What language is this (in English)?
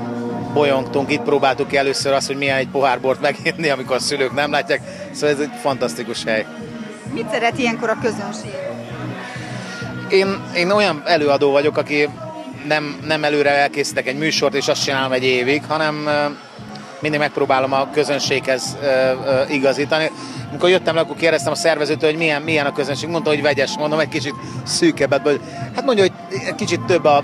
Hungarian